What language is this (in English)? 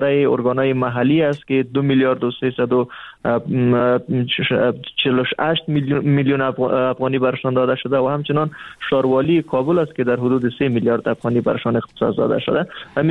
Persian